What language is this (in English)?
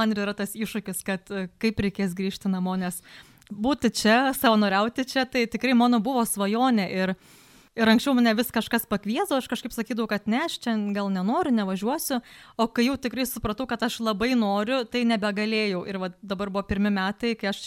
Lithuanian